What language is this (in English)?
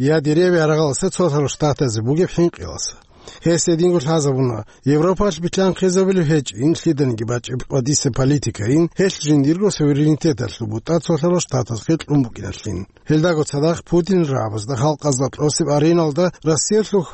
Avaric